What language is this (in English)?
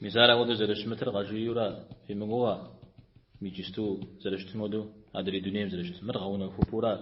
Kabardian